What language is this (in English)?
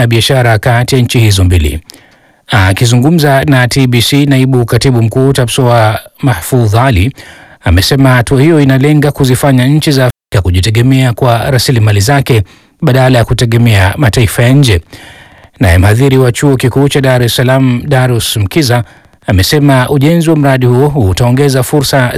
Swahili